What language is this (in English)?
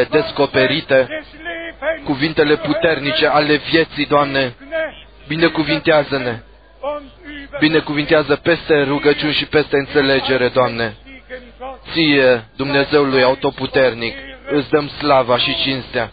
Romanian